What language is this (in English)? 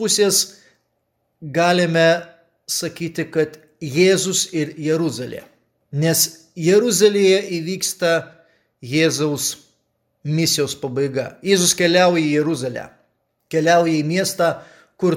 Lithuanian